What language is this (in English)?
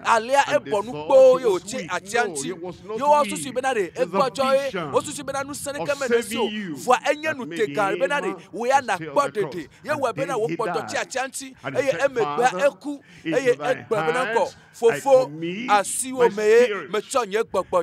Ewe